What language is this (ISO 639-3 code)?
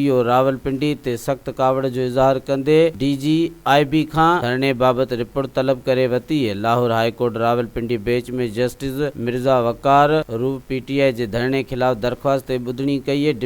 snd